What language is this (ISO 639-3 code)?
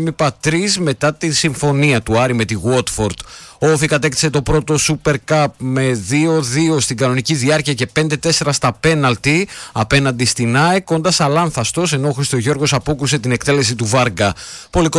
ell